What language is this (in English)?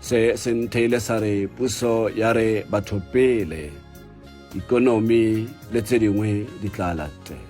Tswana